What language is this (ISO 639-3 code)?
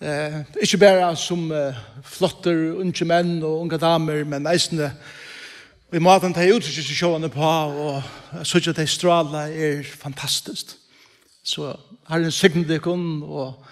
fao